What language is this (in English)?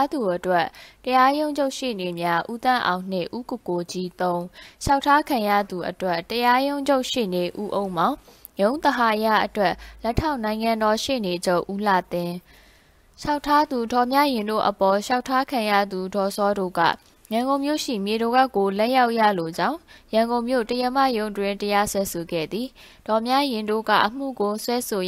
Burmese